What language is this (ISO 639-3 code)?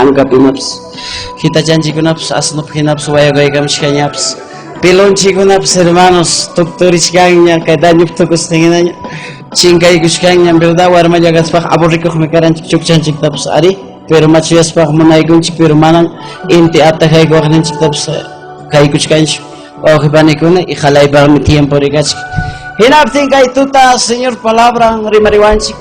quy